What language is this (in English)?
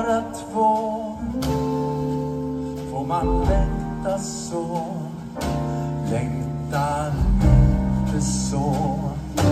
Swedish